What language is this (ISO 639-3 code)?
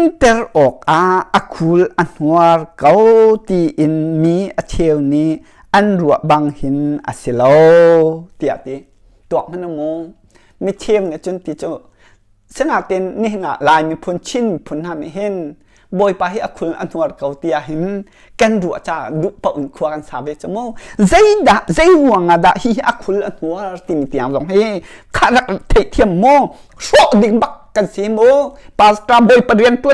cnh